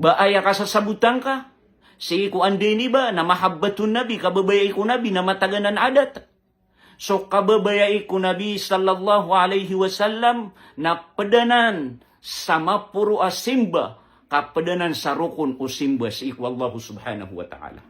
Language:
Maranao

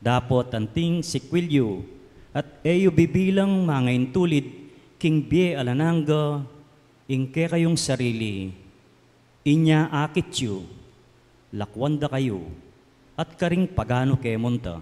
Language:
Pampanga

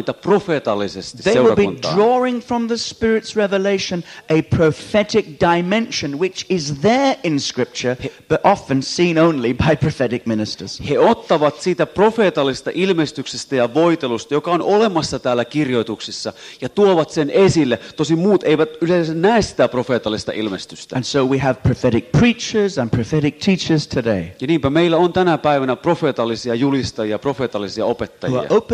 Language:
Finnish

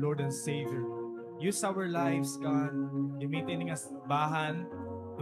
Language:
Waray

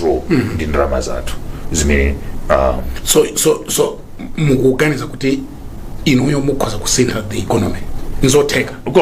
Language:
Nyanja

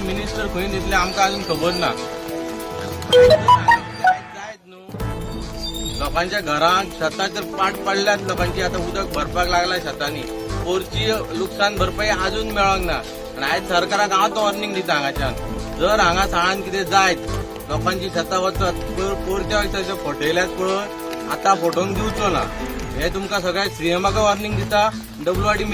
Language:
Konkani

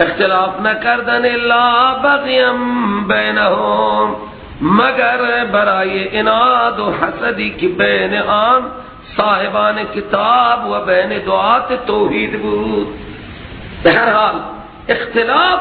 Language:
Persian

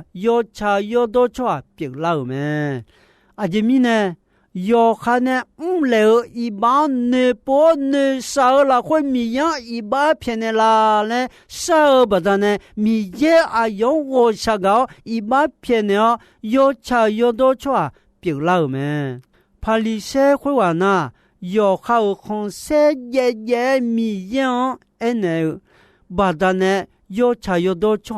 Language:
Akha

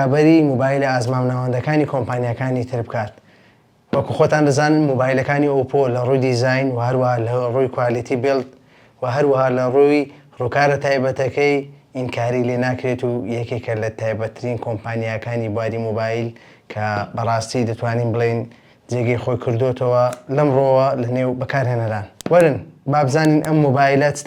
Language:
Central Kurdish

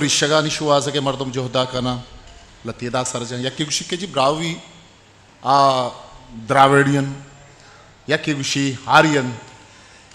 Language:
Eastern Balochi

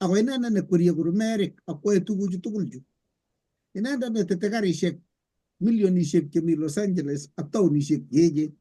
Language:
Kalenjin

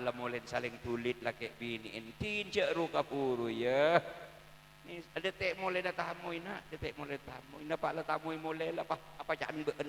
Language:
Madurese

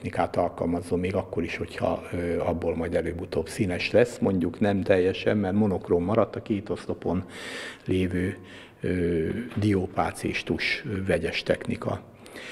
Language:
Hungarian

